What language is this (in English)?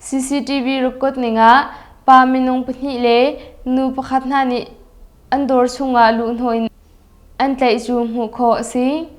Hakha Chin